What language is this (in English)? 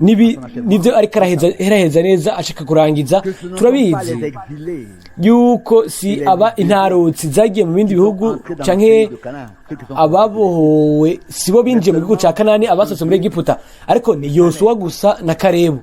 Rundi